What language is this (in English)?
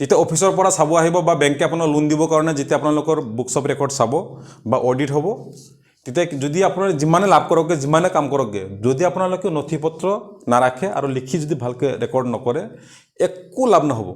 Assamese